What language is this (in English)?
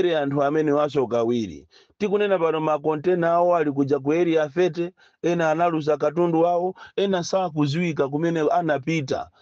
Nyanja